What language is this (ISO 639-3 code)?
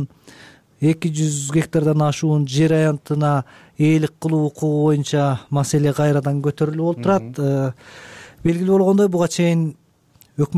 kir